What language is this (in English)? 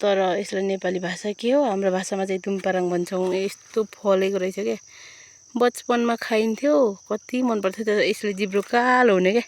Nepali